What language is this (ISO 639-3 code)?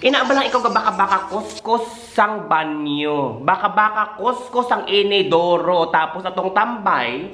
hil